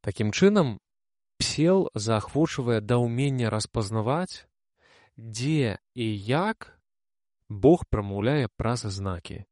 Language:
Belarusian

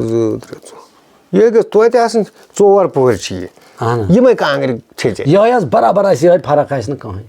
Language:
Kashmiri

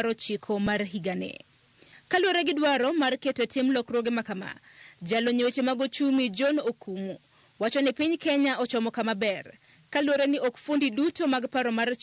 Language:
Luo (Kenya and Tanzania)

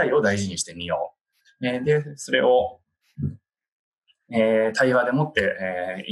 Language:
Japanese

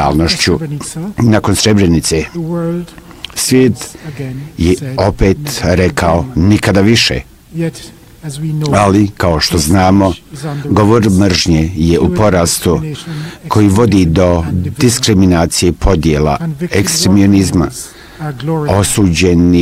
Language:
Bosnian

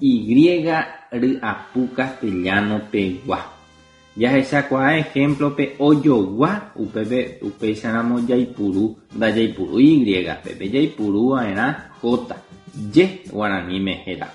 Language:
Guarani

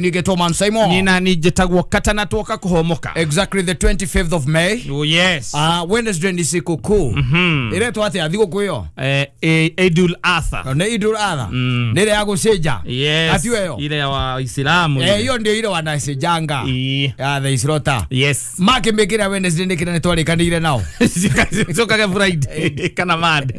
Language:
Kikuyu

